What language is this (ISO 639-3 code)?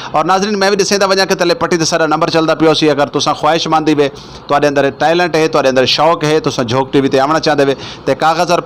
skr